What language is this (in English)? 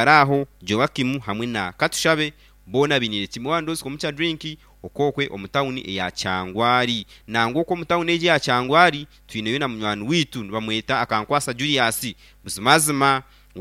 Nyankole